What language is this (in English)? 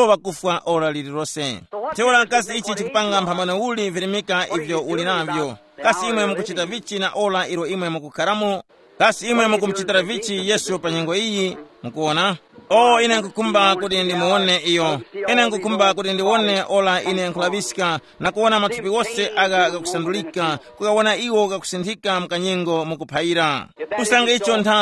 Tumbuka